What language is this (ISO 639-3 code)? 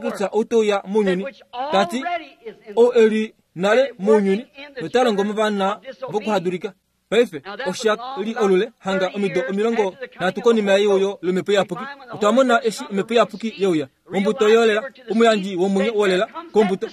kua